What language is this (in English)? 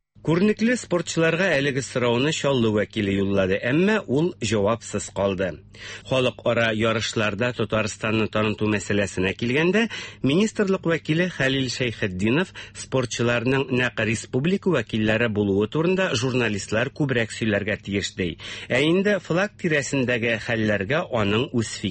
Tatar